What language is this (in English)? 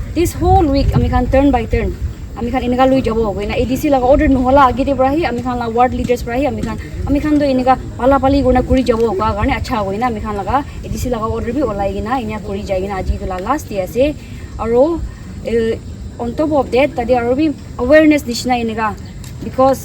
Naga Pidgin